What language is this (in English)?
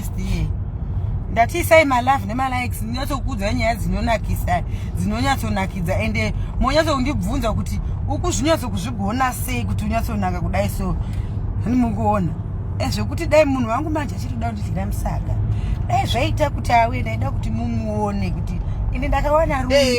Shona